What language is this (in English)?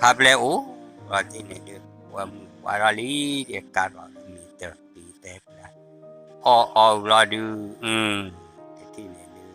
S'gaw Karen